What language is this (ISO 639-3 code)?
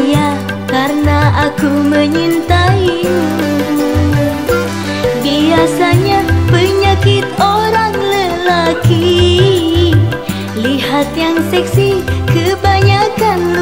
msa